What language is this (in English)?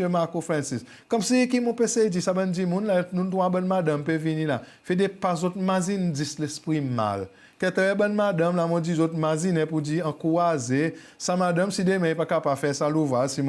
Seselwa Creole French